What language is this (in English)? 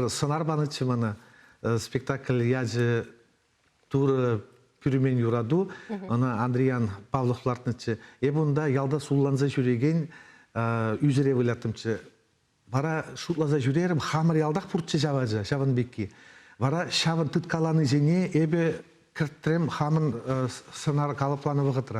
Chuvash